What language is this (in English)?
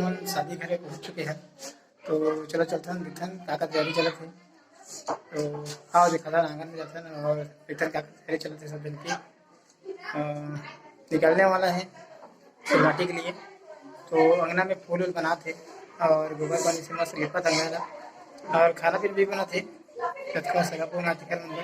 Chhattisgarhi